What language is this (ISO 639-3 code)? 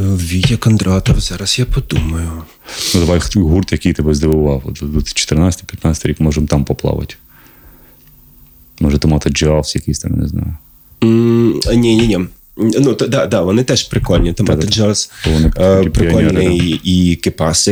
ukr